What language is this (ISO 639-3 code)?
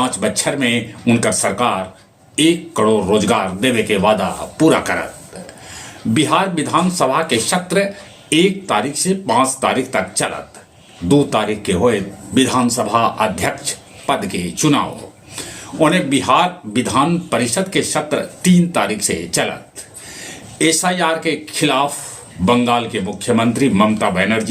mag